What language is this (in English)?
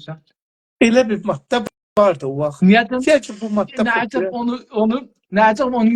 South Azerbaijani